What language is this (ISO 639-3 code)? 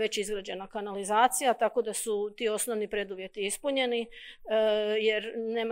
hrv